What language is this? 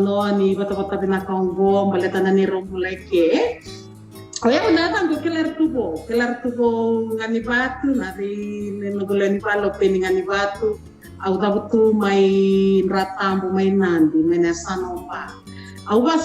Fijian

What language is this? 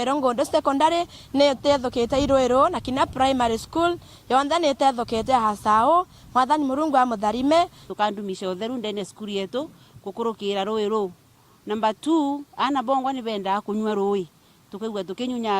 Meru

